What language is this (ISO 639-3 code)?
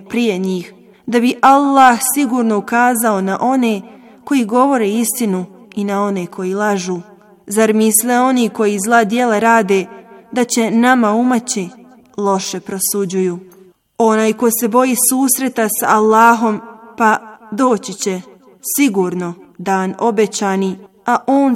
bos